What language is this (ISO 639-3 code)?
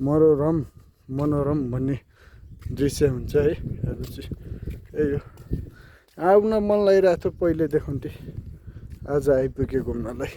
nep